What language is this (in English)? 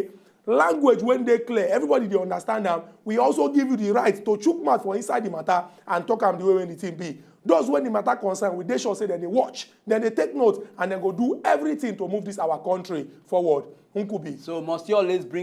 Nigerian Pidgin